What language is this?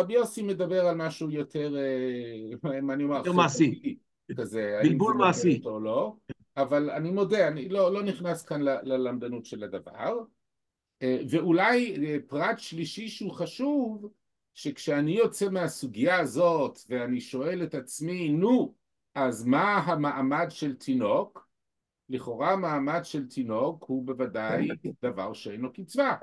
Hebrew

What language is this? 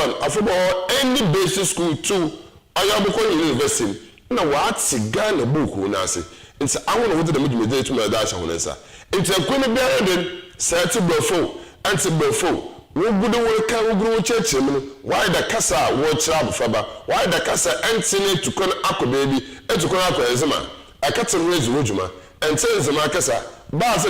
Akan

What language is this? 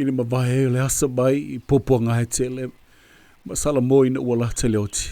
Samoan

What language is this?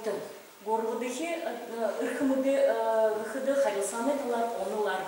Buriat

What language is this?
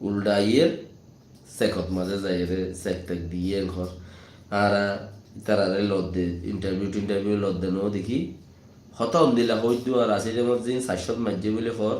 Rohingya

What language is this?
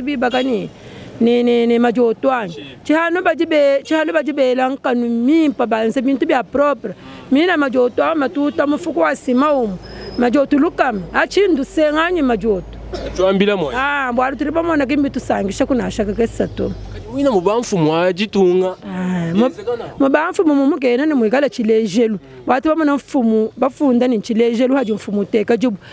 Luba-Lulua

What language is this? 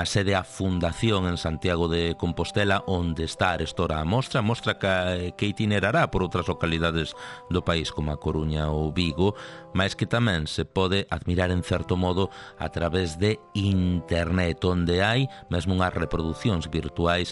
Galician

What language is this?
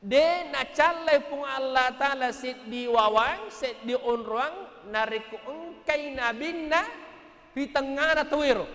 Buginese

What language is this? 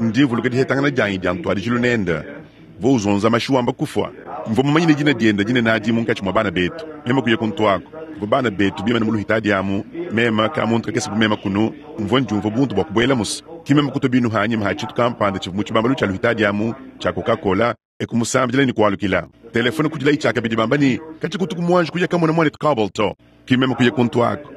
Luba-Lulua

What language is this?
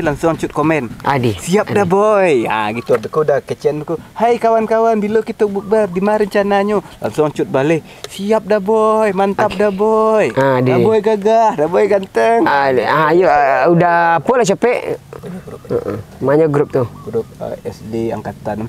Minangkabau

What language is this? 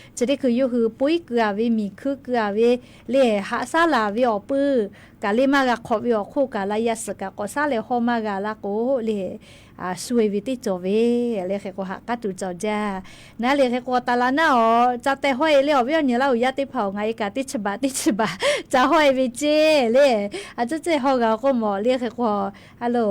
Lahu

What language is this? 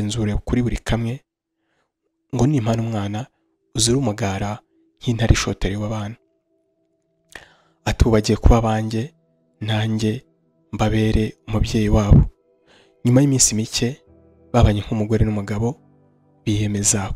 Kinyarwanda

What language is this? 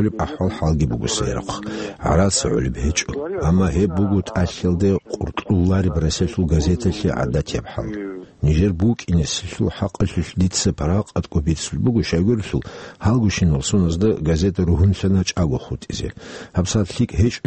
Avaric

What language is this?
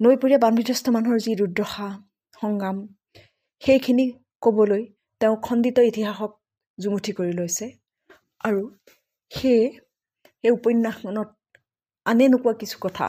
Assamese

